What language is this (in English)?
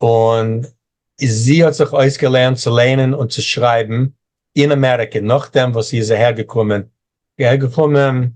Yiddish